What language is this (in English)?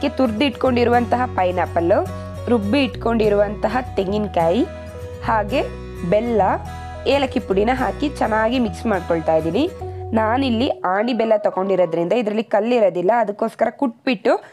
Kannada